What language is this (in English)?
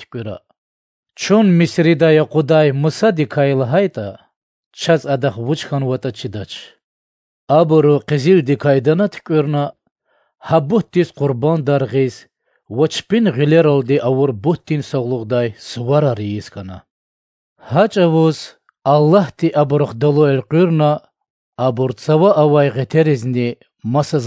Lezghian